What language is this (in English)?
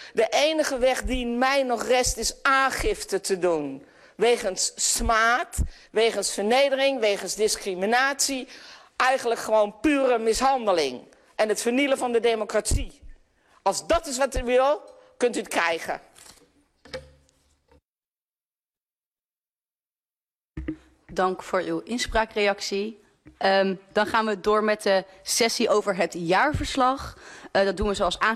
Dutch